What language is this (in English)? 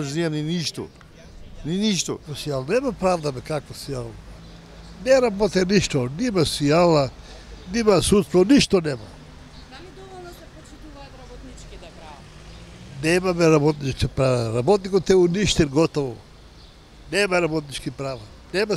Macedonian